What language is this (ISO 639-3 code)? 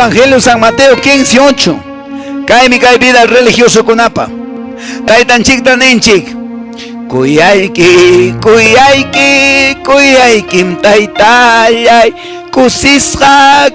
que